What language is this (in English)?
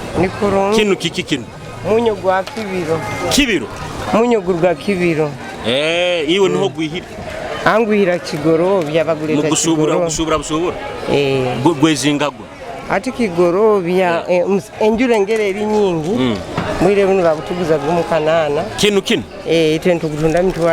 Nyoro